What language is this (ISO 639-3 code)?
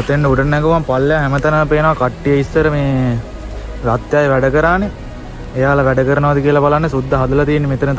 sin